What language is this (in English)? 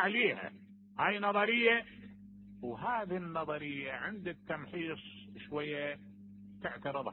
Mesopotamian Arabic